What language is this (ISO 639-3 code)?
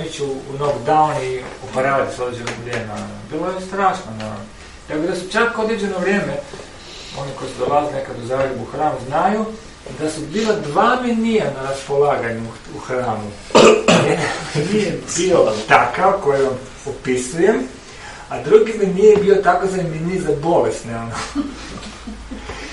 hrv